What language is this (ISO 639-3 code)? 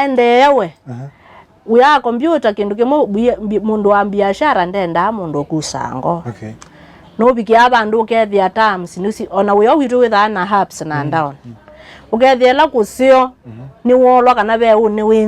kam